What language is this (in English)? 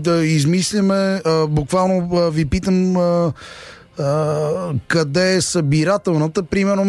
Bulgarian